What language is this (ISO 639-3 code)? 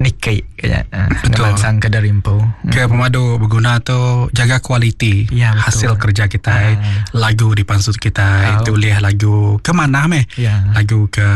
iba